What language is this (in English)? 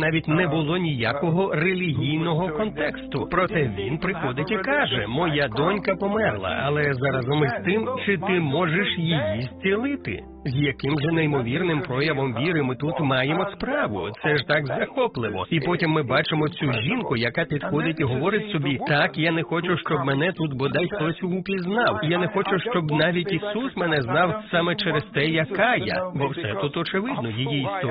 Ukrainian